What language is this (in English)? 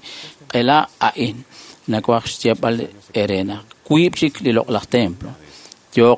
Kekchí